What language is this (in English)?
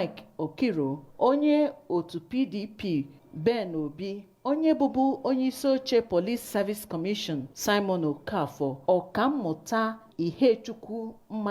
Igbo